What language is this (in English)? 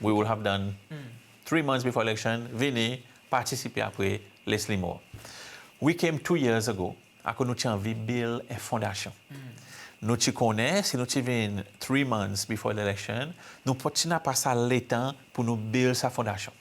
Seselwa Creole French